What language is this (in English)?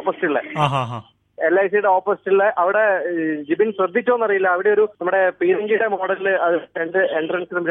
Malayalam